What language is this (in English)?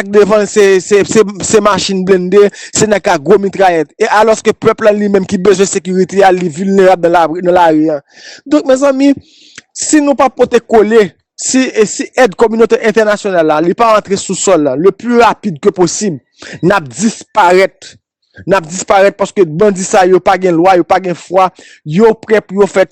Haitian Creole